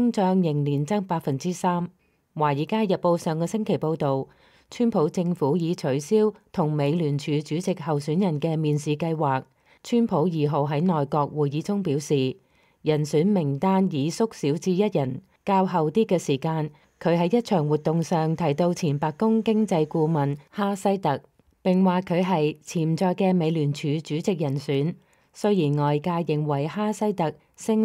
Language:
Cantonese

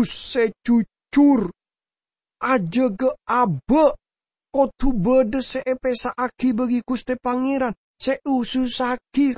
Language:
Madurese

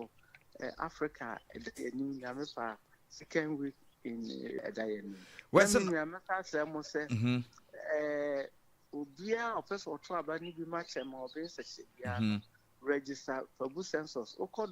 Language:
Akan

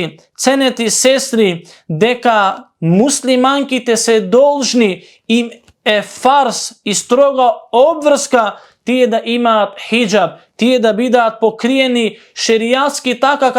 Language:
Macedonian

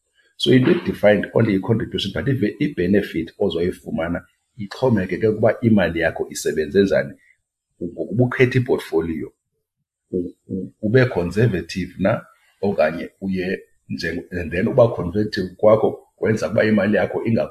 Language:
Xhosa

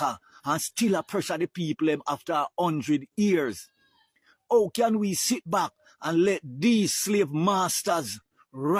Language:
Jamaican Creole English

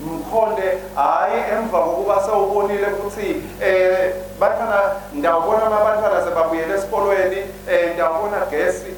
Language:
Swati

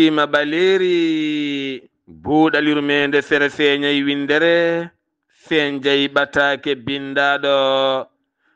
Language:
Fula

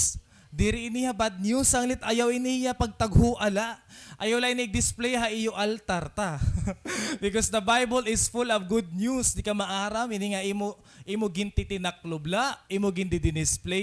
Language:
Waray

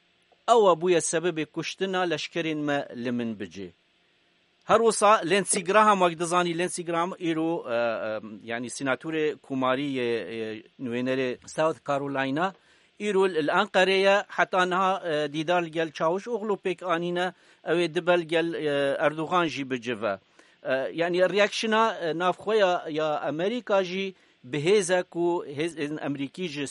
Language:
Kurdish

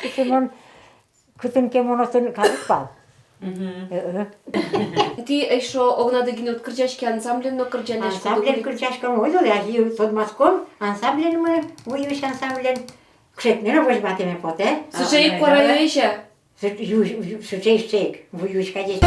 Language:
Udmurt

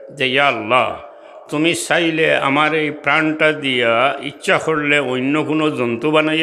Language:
Sylheti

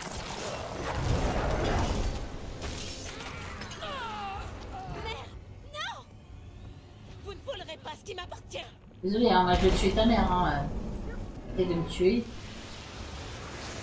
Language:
French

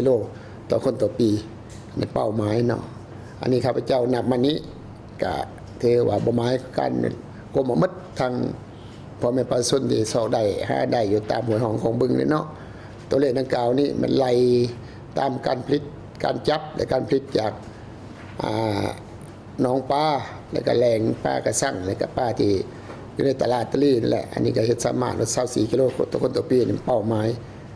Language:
Lao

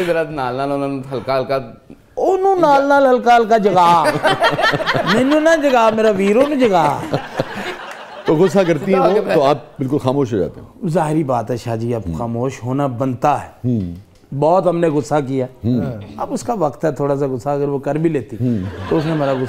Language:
Urdu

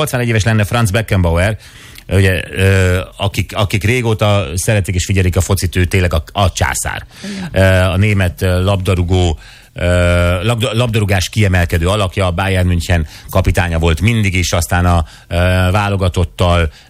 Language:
Hungarian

